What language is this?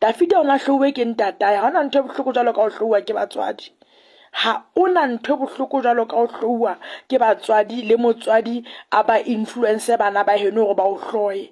Southern Sotho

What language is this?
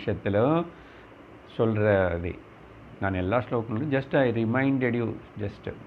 Tamil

